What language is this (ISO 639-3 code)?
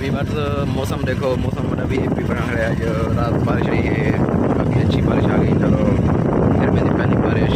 skr